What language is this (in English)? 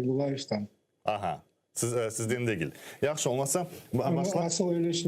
Crimean Tatar